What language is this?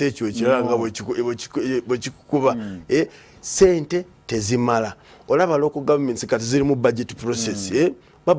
Ganda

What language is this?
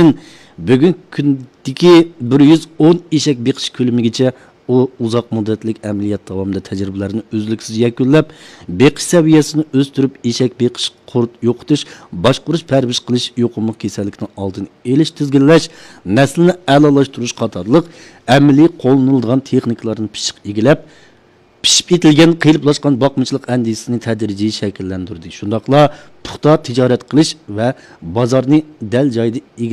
Uyghur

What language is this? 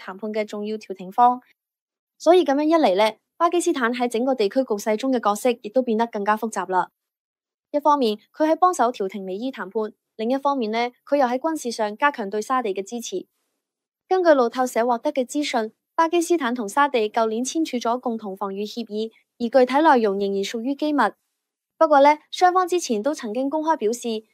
Cantonese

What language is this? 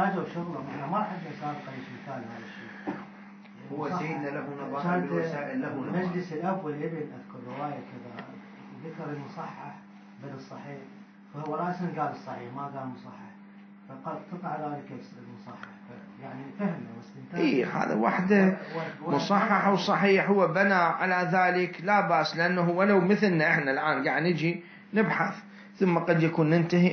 Mesopotamian Arabic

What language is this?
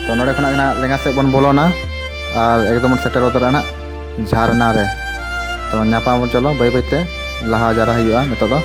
Santali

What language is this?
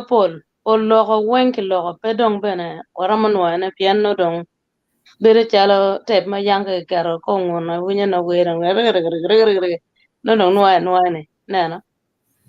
Acoli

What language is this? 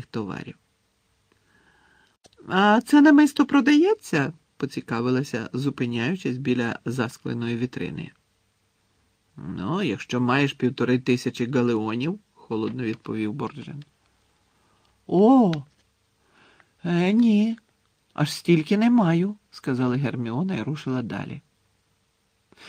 Ukrainian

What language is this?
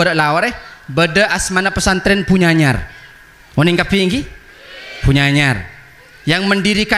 Madurese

